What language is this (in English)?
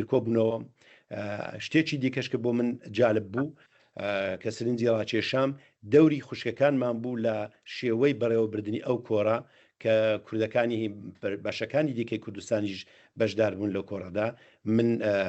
Central Kurdish